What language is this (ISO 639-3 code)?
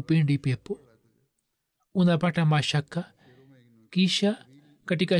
swa